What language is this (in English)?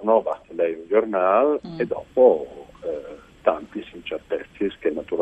Friulian